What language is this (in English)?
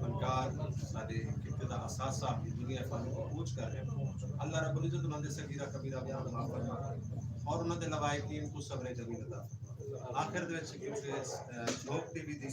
Saraiki